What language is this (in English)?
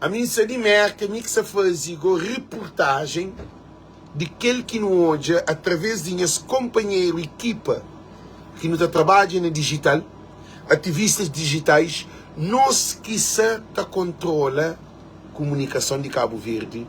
Kabuverdianu